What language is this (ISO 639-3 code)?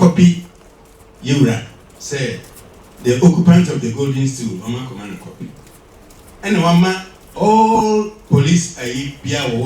aka